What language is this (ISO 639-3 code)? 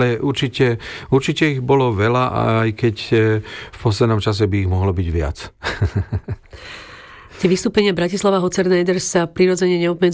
slk